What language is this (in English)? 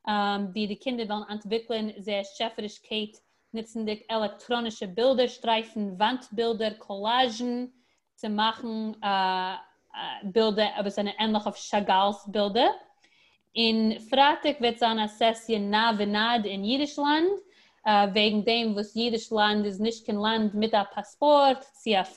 Yiddish